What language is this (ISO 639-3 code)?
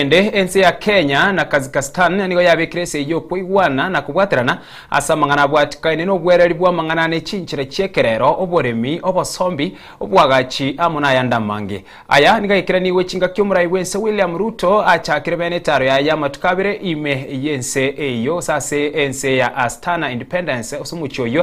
guz